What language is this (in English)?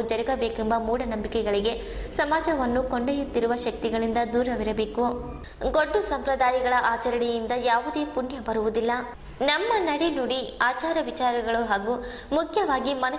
Kannada